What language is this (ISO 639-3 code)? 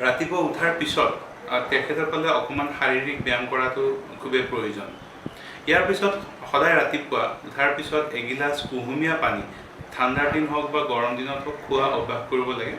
asm